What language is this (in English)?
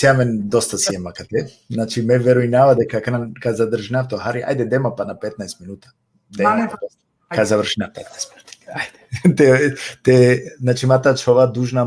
Balkan Romani